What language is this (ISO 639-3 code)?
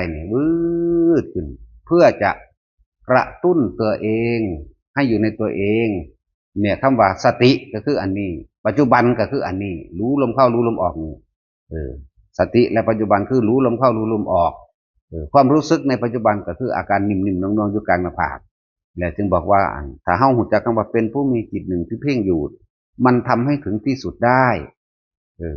tts